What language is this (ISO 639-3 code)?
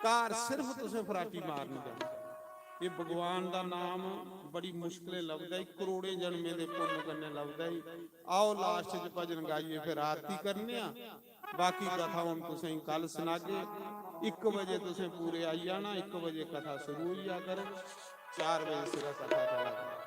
doi